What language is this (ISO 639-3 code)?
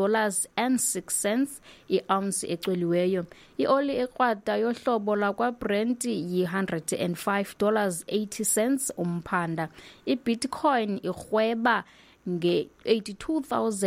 xho